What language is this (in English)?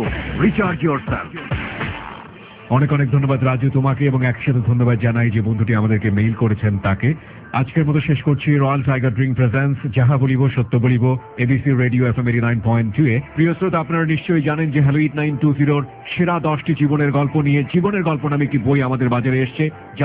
Bangla